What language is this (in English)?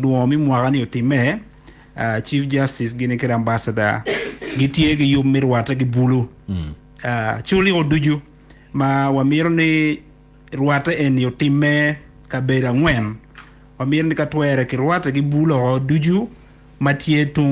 Acoli